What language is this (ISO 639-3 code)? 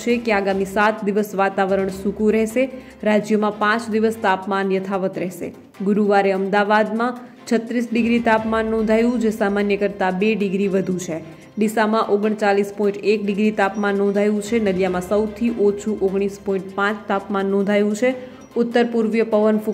guj